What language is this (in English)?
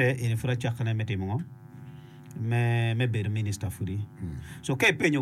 Acoli